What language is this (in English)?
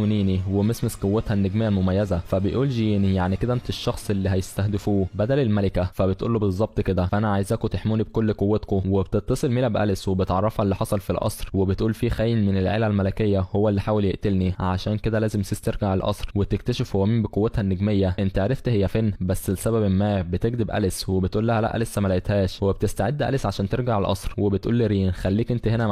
Egyptian Arabic